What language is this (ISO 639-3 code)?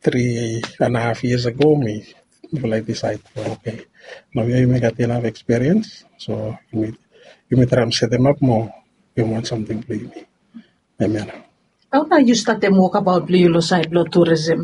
bis